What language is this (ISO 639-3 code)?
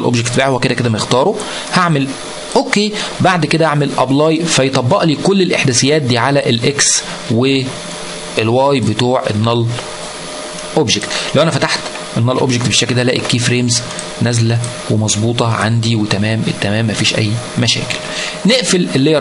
arz